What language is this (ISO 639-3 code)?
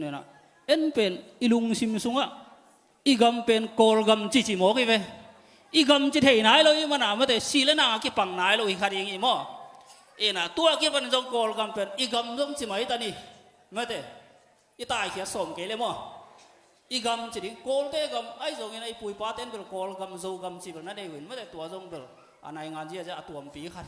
ctd